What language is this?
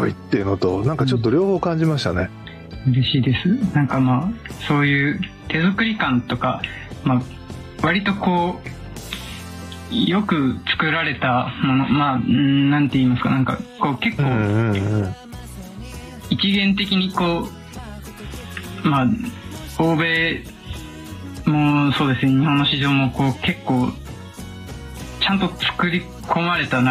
Japanese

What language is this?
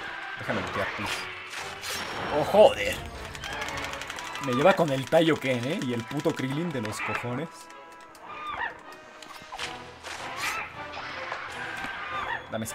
Spanish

